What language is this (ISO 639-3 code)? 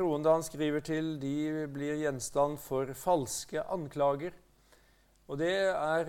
nor